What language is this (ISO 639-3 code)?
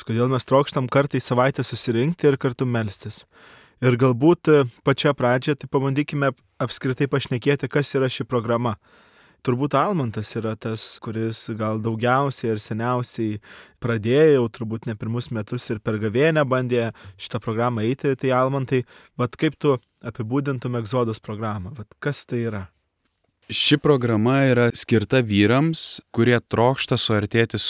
lit